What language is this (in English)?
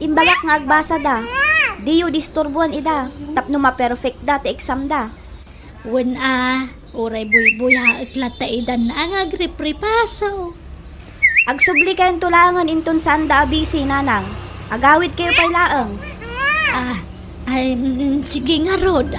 Iloko